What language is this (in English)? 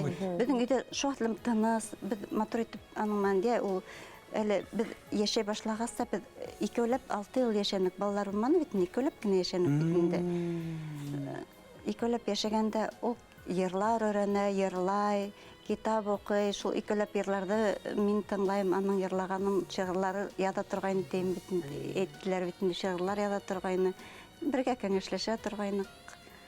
Bashkir